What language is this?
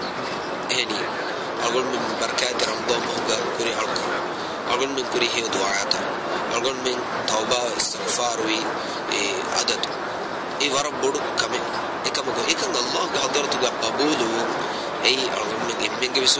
Divehi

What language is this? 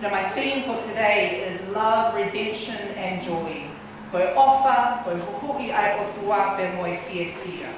Tongan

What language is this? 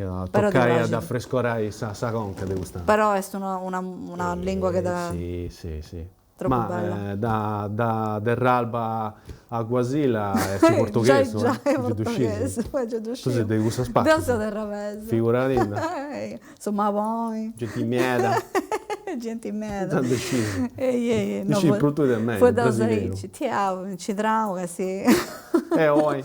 Sardinian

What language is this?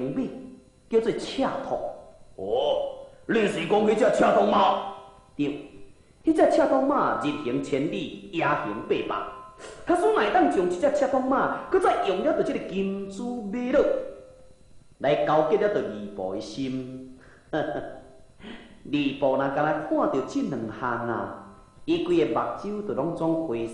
Min Nan Chinese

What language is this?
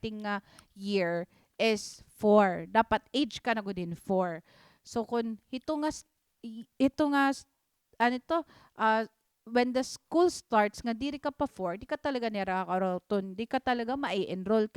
Waray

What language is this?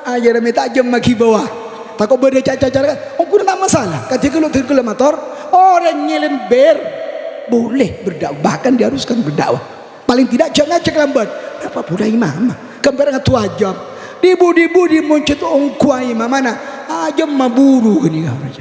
Madurese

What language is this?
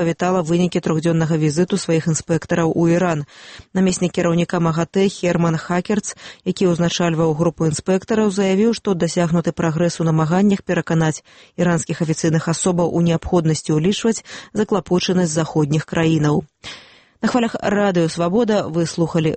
Belarusian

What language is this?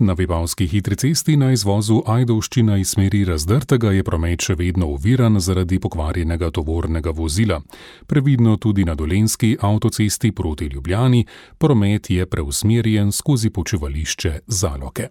Slovenian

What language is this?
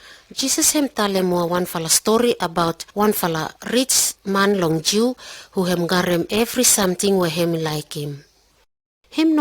Pijin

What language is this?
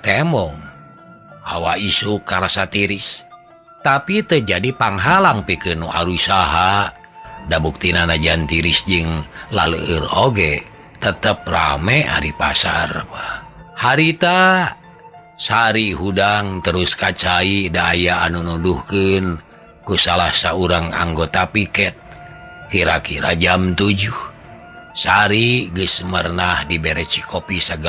Sundanese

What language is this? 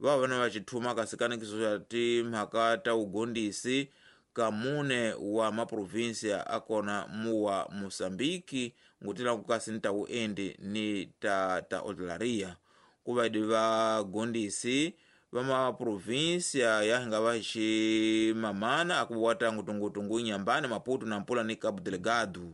Tsonga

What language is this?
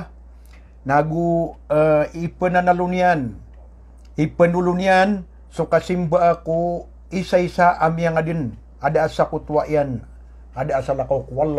Maranao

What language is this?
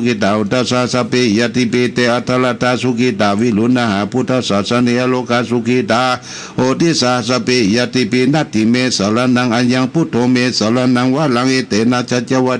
Pali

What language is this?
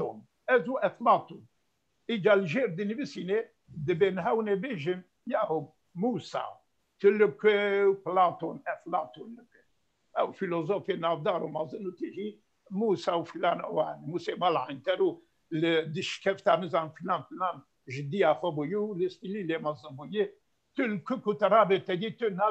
Kurdish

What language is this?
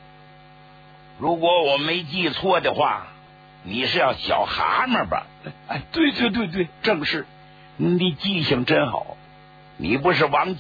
Chinese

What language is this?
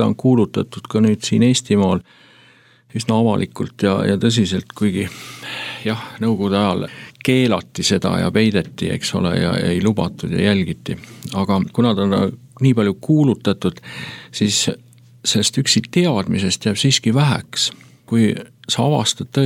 Estonian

